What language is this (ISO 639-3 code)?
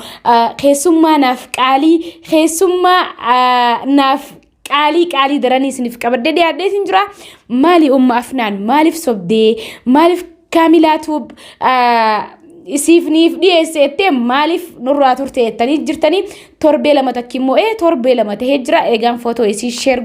orm